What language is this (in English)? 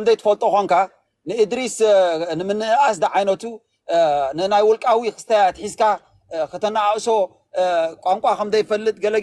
Tigrinya